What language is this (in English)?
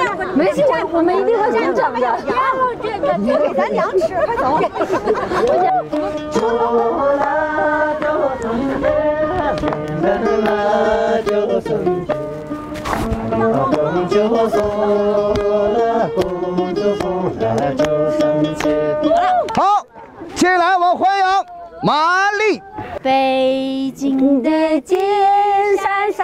Chinese